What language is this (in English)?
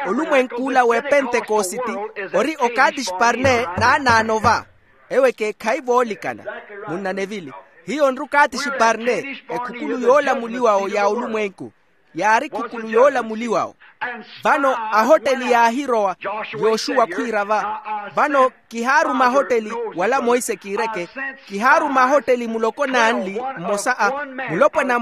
Makhuwa